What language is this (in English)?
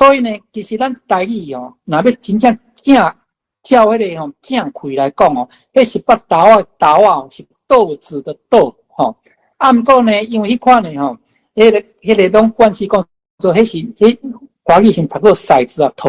Min Nan Chinese